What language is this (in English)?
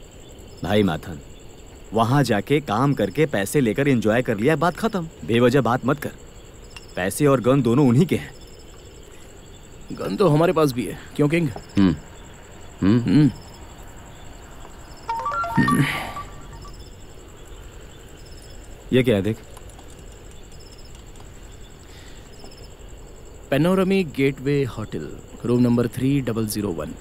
Hindi